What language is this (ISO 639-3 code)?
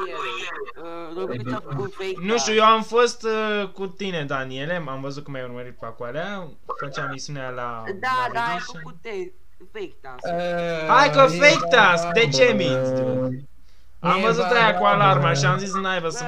ron